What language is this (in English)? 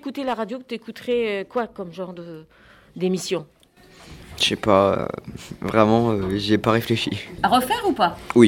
French